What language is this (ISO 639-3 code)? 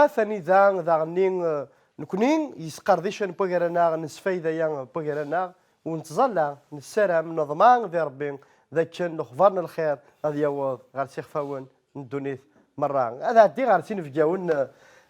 kab